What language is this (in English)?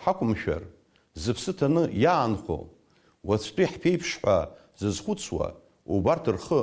Abkhazian